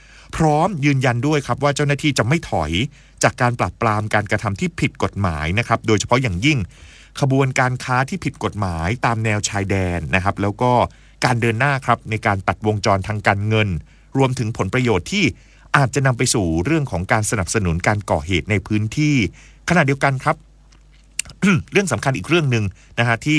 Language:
Thai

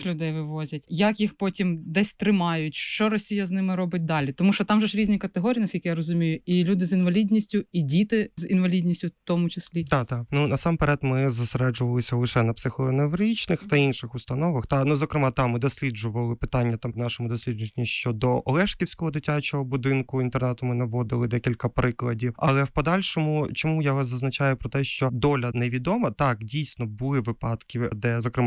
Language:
Ukrainian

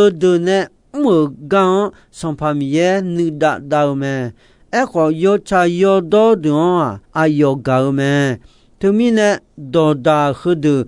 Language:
Akha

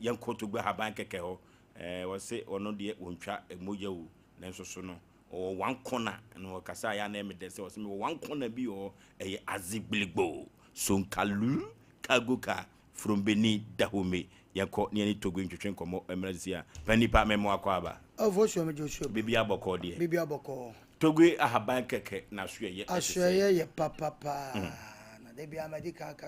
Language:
Akan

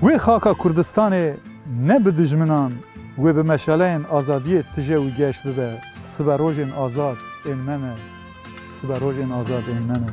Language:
Kurdish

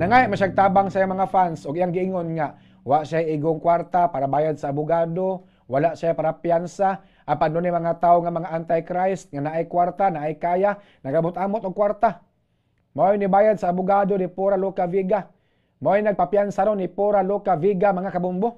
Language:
Cebuano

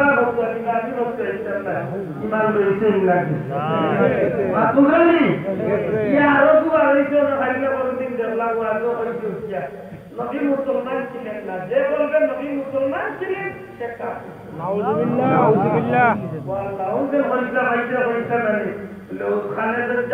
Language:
Sylheti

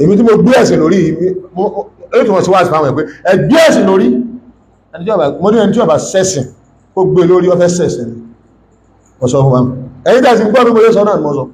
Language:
Yoruba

